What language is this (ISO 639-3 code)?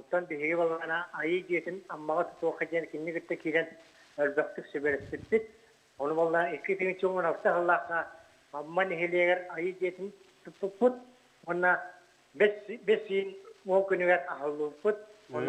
sah